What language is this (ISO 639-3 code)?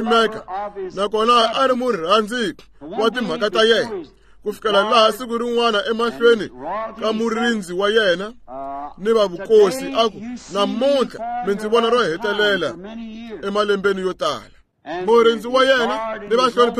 tso